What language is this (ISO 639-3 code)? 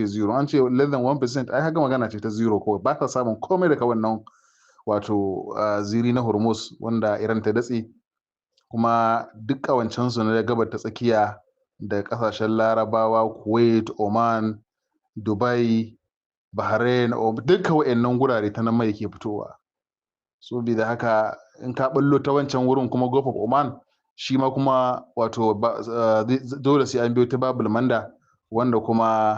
hau